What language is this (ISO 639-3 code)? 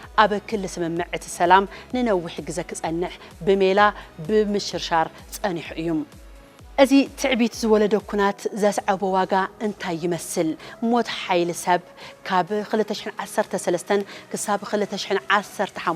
tir